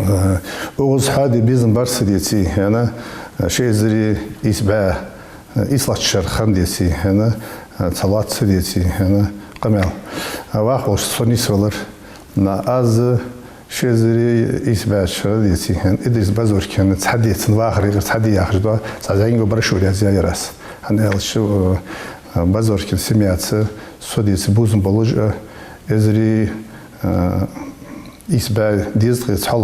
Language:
Ingush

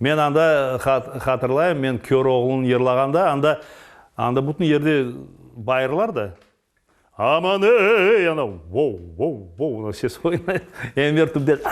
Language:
Crimean Tatar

